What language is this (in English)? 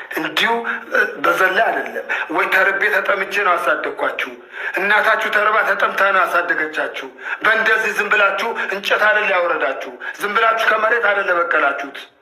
Amharic